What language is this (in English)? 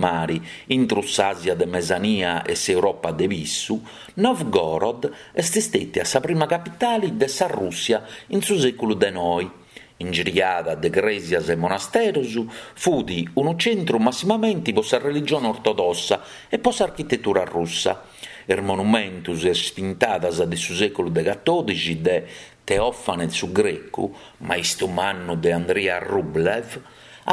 Sardinian